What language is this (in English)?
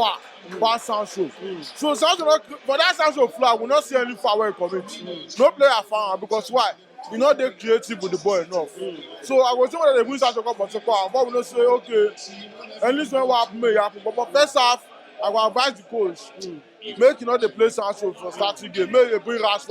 Nigerian Pidgin